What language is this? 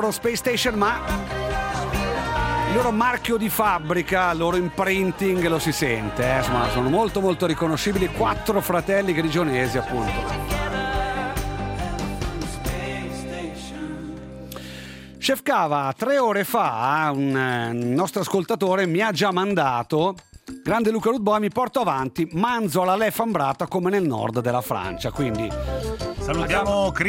Italian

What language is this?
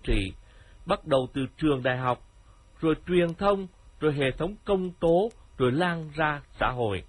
Vietnamese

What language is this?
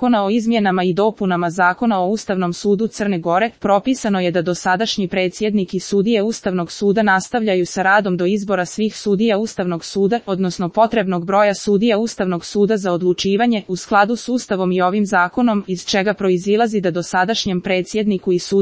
Croatian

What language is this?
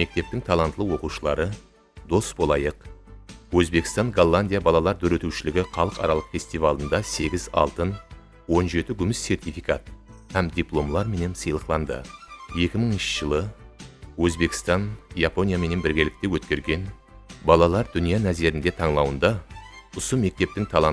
Kara-Kalpak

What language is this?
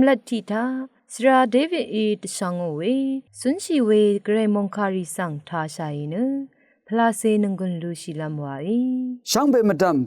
Rawang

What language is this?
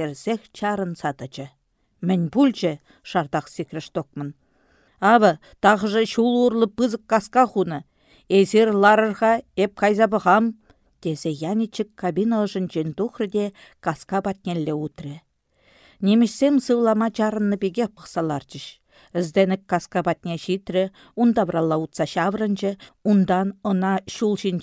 Chuvash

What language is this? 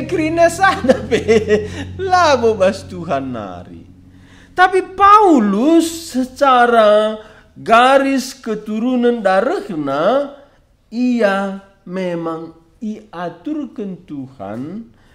Batak Karo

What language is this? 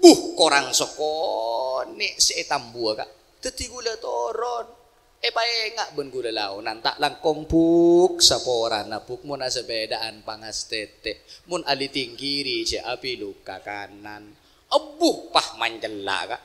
Madurese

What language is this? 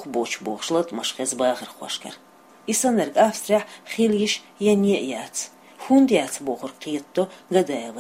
Chechen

